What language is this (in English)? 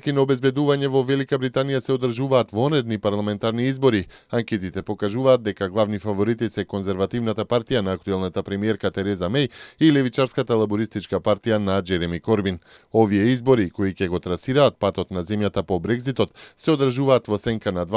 Macedonian